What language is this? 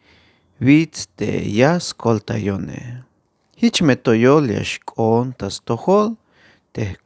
Tzeltal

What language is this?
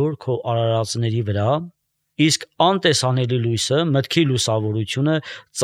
Armenian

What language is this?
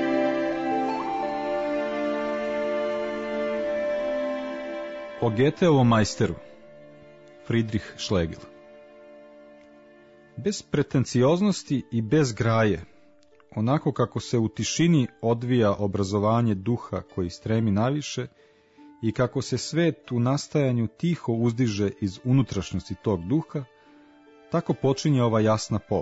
Serbian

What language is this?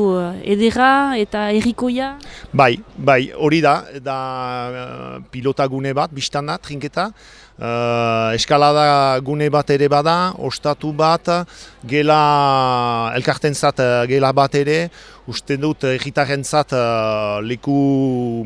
Basque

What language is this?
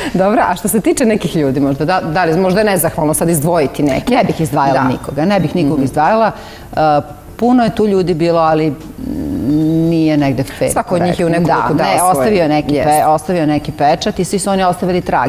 Serbian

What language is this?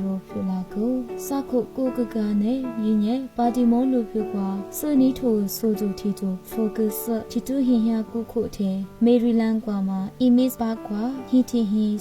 Lisu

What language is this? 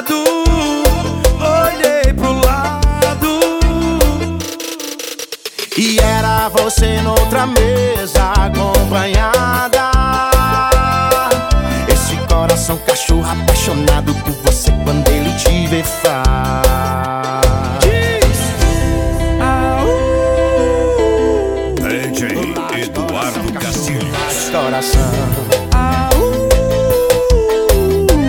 Portuguese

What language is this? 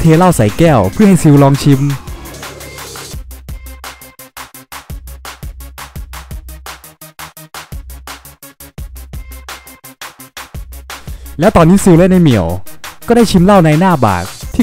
Thai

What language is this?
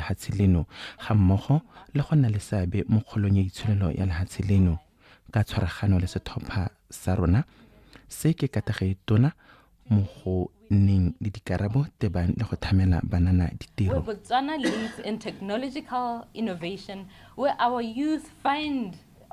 Tswana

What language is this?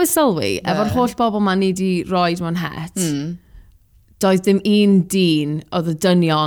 Welsh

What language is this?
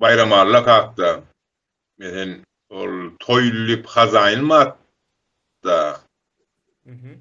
Turkmen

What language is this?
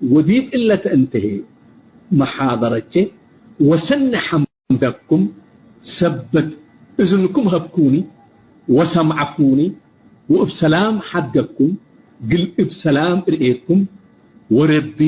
Tigre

